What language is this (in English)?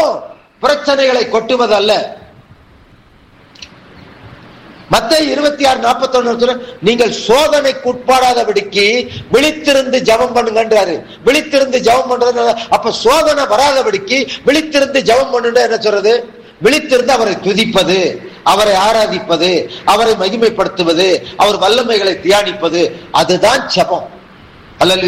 Tamil